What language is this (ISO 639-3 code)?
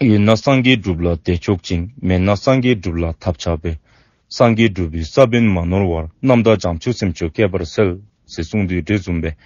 dzo